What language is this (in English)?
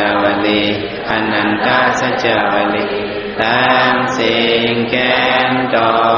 Shan